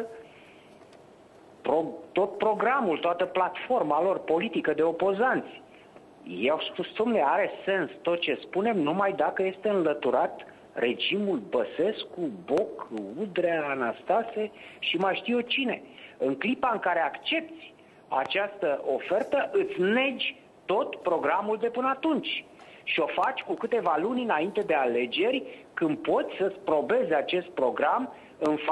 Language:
Romanian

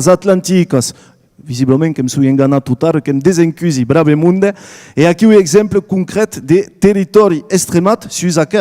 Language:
Occitan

